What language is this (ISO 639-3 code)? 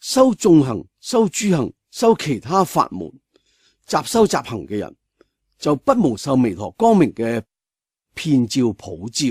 yue